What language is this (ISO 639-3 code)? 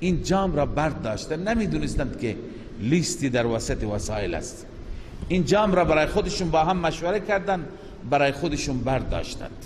fas